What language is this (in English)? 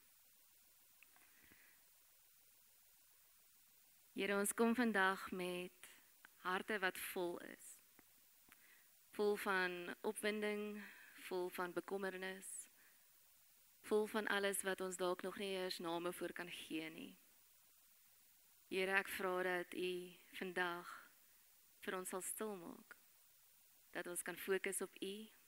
Afrikaans